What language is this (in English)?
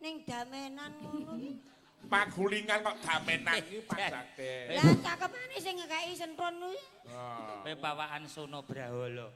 Javanese